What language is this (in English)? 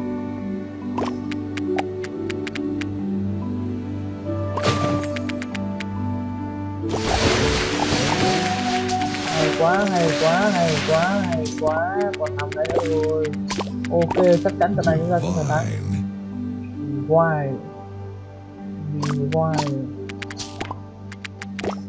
Vietnamese